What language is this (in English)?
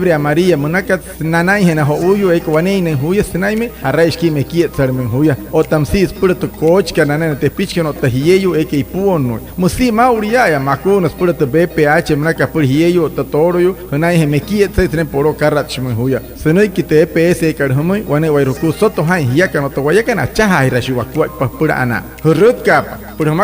Wayuu